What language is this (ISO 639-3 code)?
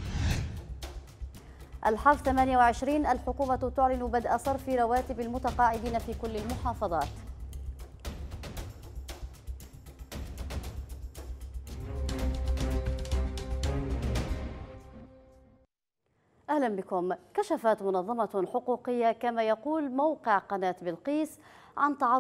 ara